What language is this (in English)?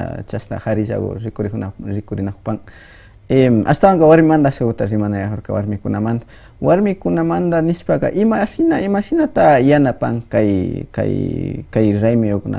Imbabura Highland Quichua